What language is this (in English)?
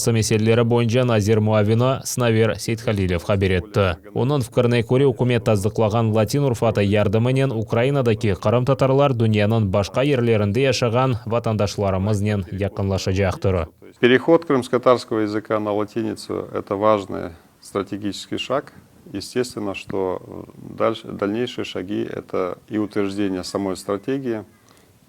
Crimean Tatar